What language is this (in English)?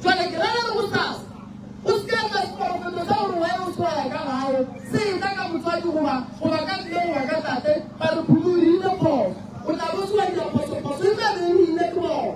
Northern Sotho